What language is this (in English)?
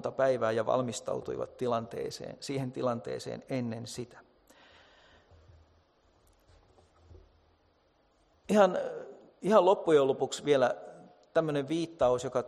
Finnish